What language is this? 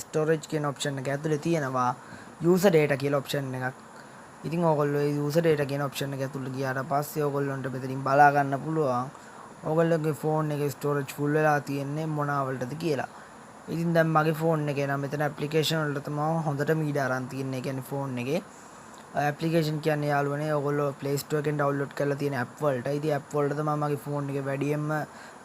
Sinhala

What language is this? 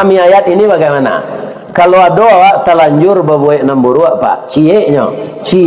Minangkabau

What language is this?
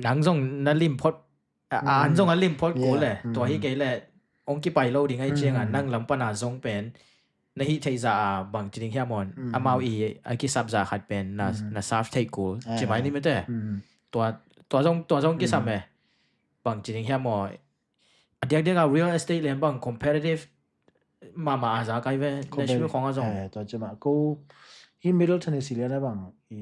Tedim Chin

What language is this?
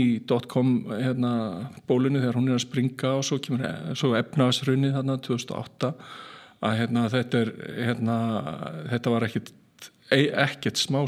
Icelandic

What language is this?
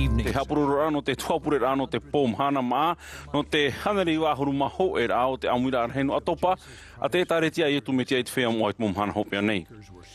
Tahitian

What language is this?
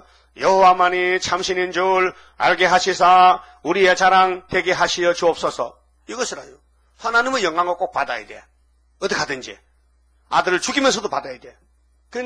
Korean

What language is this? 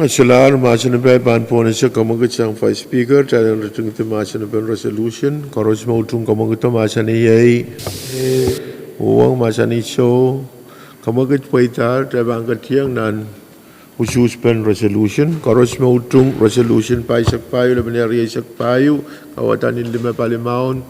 Pohnpeian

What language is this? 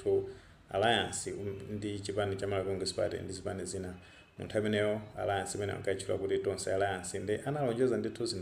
Nyanja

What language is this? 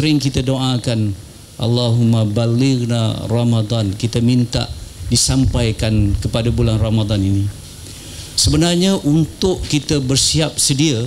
Malay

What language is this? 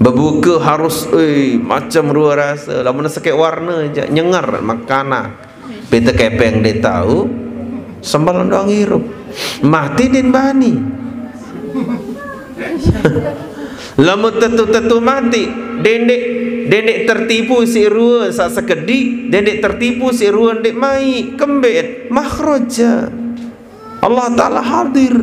Sasak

